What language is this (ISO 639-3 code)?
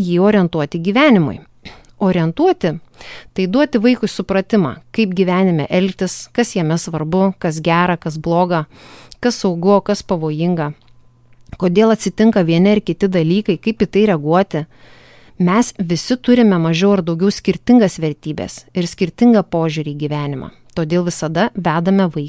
lit